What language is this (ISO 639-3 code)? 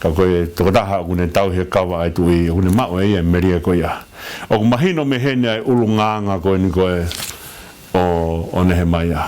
ton